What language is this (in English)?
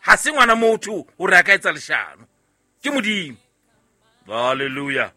Southern Sotho